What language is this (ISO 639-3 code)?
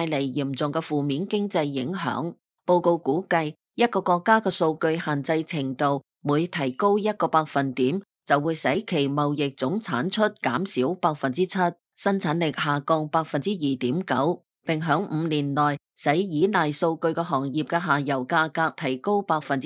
yue